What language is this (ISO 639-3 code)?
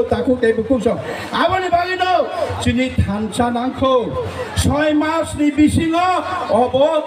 trp